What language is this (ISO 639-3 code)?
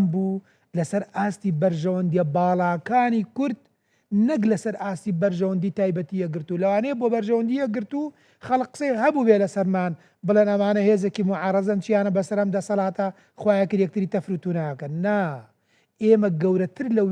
ckb